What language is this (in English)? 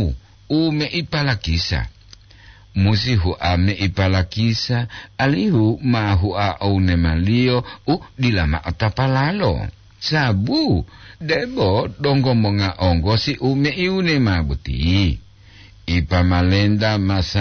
Gorontalo